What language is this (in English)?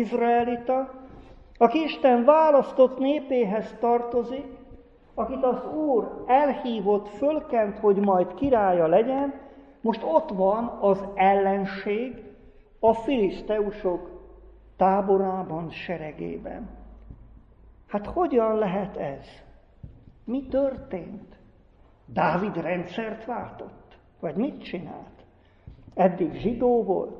Hungarian